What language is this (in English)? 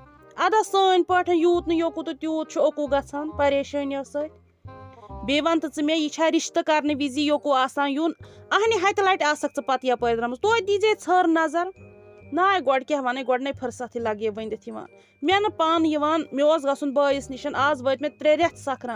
Kashmiri